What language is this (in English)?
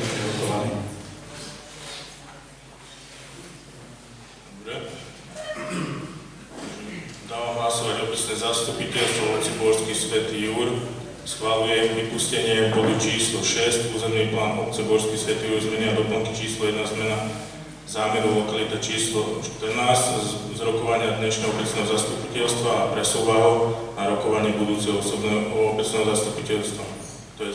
Slovak